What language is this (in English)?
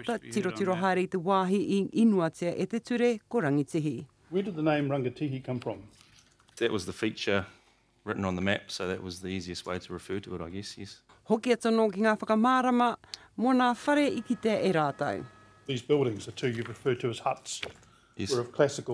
Māori